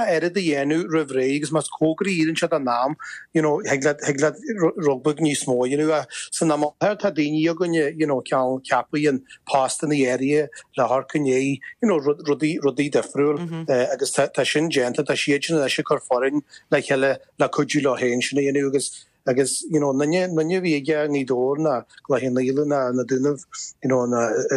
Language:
Irish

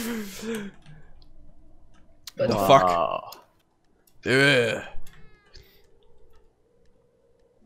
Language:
Bulgarian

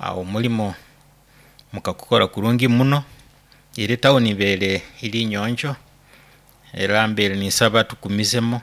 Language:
Nyoro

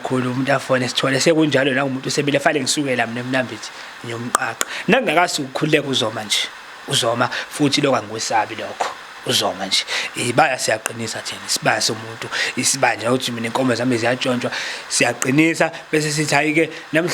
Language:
Zulu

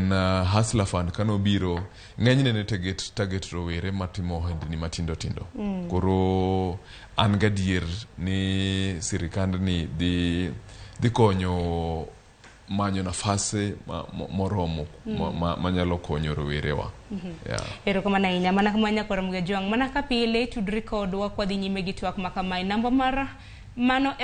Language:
Luo (Kenya and Tanzania)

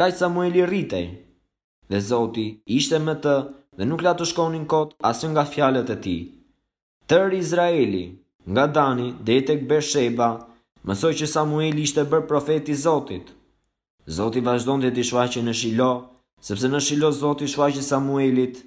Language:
Albanian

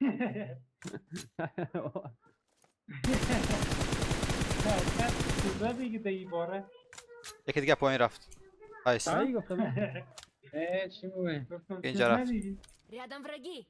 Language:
Persian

